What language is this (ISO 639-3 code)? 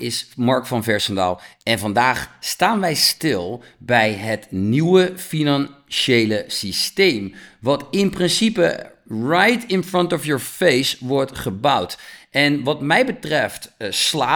nld